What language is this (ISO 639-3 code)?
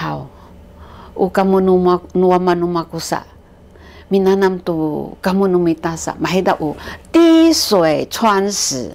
szy